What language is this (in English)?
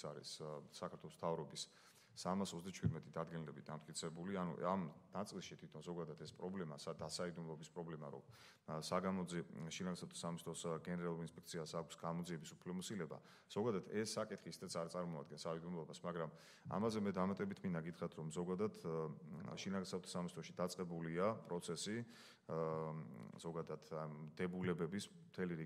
Georgian